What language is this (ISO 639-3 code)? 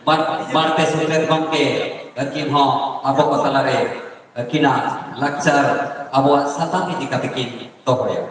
sat